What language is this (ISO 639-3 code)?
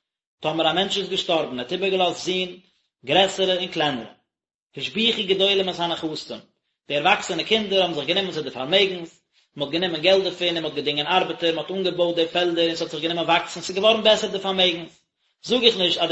yid